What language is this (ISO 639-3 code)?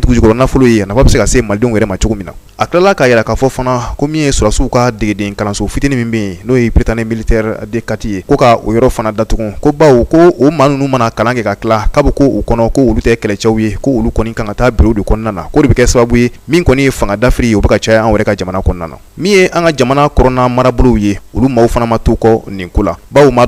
bam